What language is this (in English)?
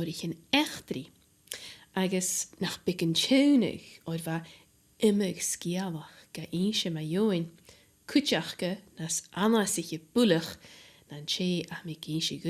Scottish Gaelic